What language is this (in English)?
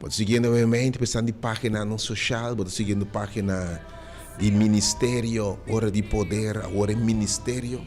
Papiamento